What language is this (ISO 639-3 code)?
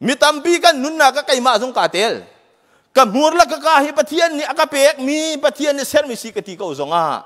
cnh